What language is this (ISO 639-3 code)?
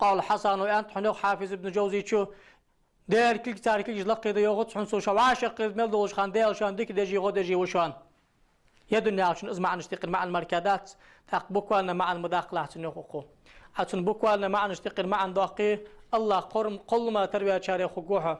inh